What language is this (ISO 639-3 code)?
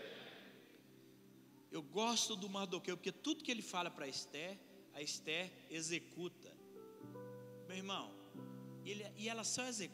por